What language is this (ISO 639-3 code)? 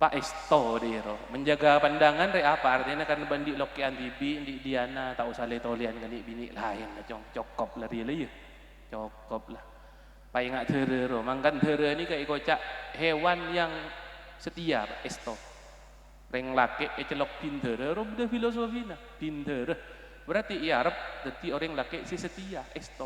mad